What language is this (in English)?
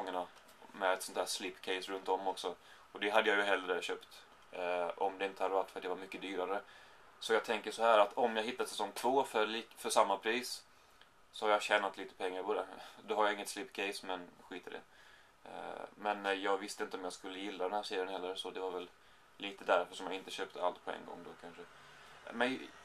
Swedish